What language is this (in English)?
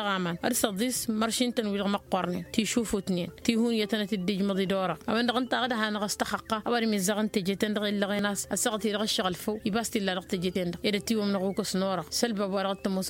Tamasheq